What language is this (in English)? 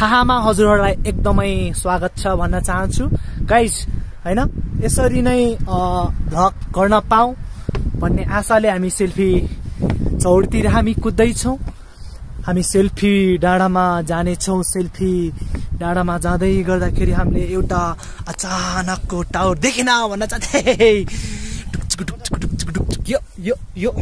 Nepali